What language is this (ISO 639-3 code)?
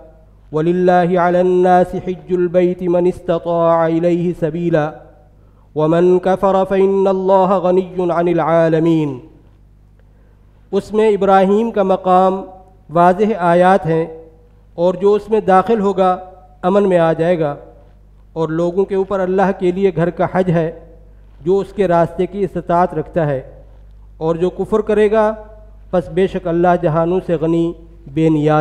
urd